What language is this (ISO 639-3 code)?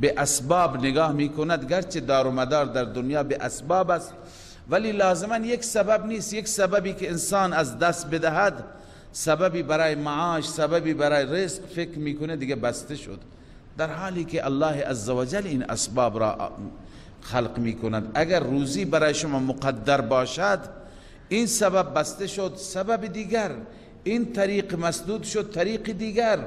fas